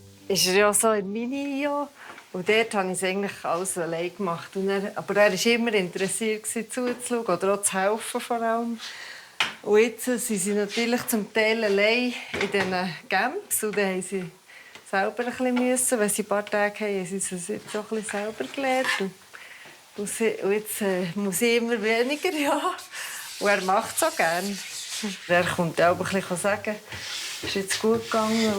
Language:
Swiss German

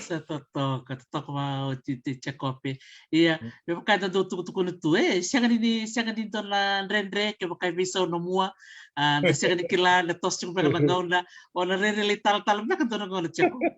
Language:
Fijian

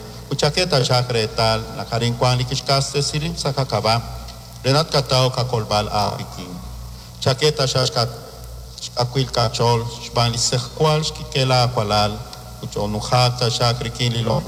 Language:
Kekchí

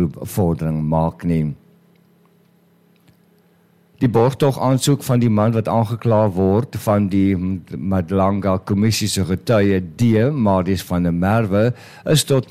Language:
Afrikaans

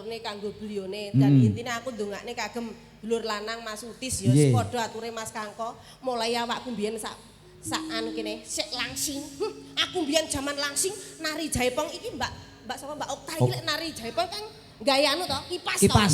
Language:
Javanese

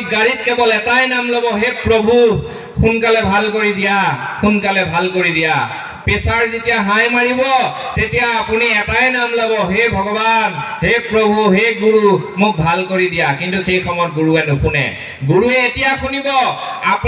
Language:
Assamese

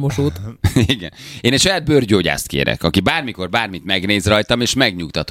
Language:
Hungarian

